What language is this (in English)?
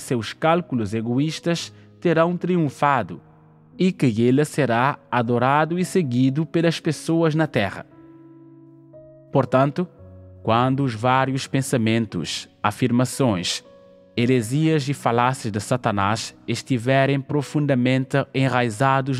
Portuguese